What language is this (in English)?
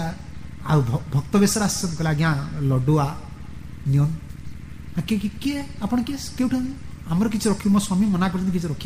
Odia